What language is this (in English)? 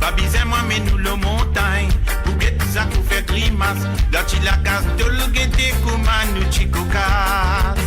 Morisyen